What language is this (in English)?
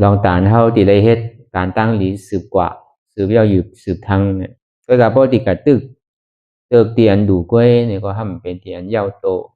Shan